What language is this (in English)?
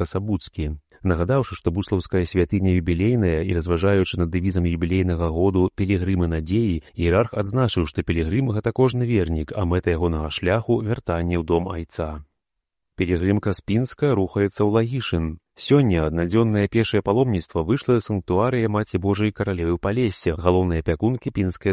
Belarusian